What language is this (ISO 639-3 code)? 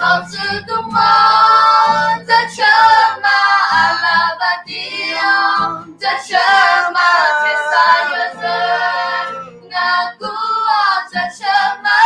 ahk